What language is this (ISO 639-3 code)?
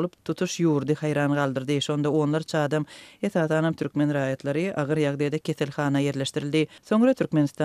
tuk